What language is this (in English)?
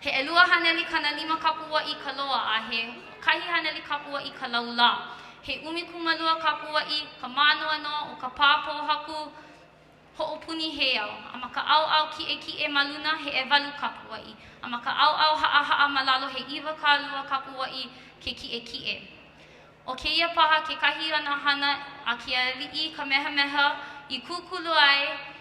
Hawaiian